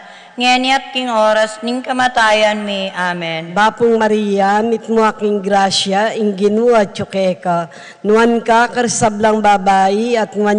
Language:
Pampanga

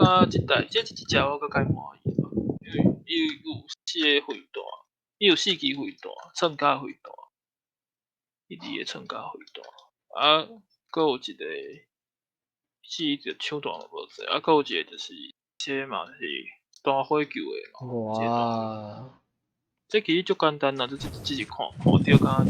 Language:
Min Nan Chinese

